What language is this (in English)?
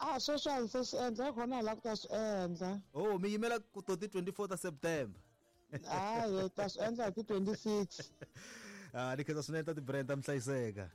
Tsonga